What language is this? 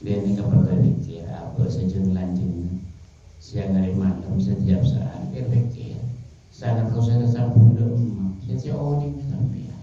Madurese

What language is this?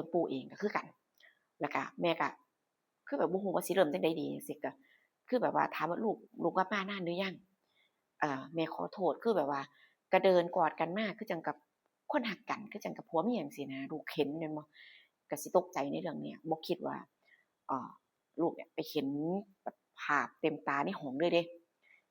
Northeastern Thai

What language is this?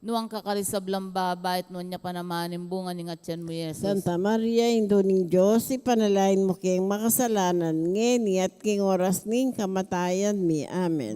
Pampanga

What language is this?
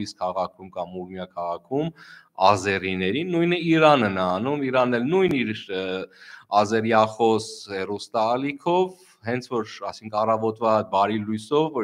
Armenian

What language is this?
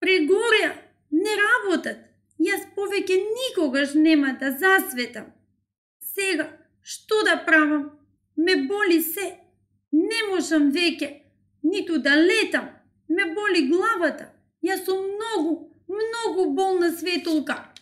Macedonian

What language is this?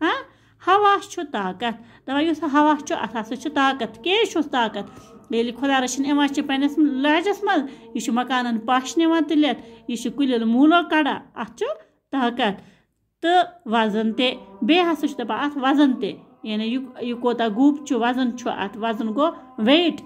Kashmiri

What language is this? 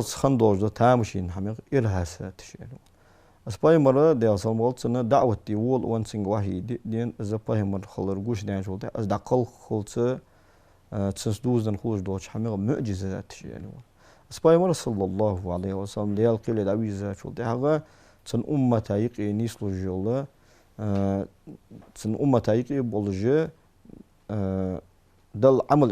Ingush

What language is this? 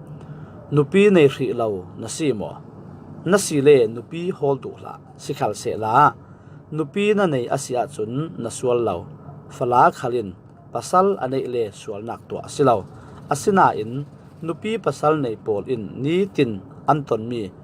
Falam Chin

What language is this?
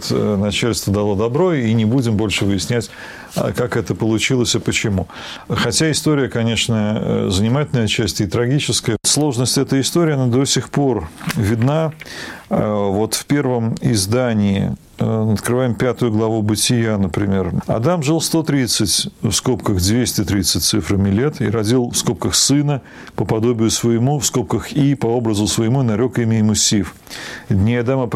Russian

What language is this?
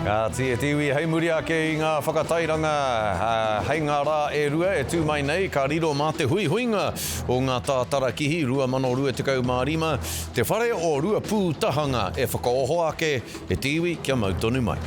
Māori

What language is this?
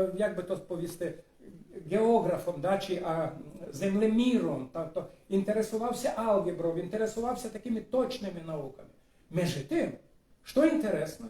Rusyn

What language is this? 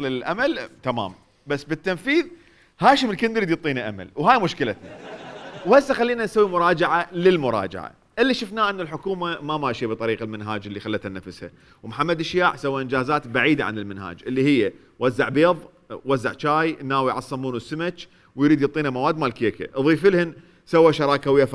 Mesopotamian Arabic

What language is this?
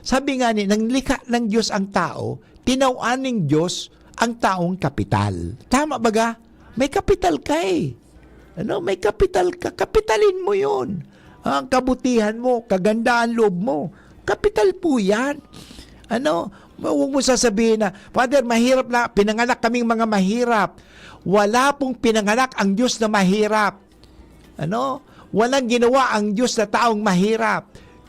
Bikol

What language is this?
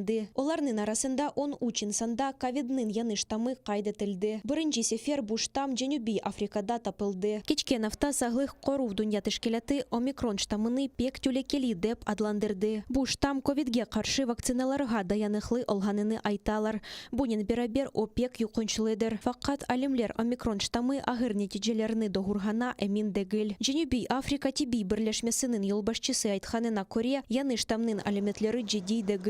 Crimean Tatar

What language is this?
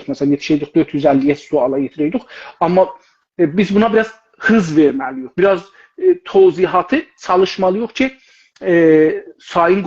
South Azerbaijani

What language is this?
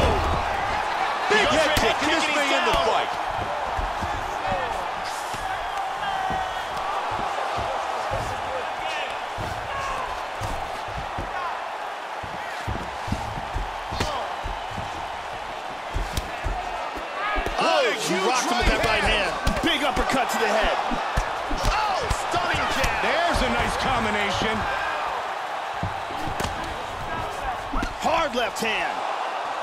English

